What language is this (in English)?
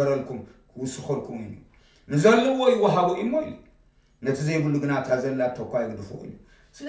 Tigrinya